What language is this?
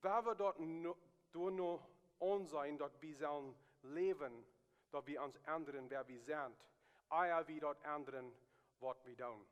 Plautdietsch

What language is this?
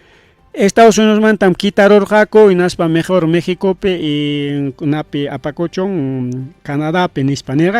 Ayacucho Quechua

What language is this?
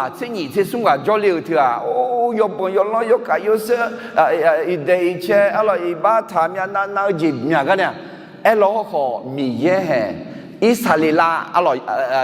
Akha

